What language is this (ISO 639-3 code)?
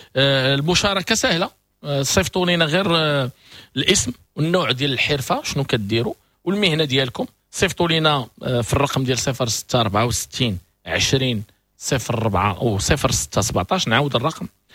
ary